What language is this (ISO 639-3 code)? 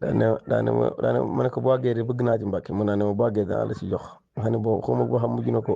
wol